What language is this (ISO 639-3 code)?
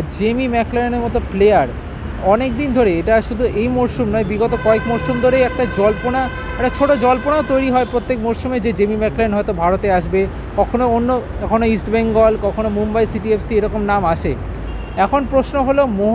ben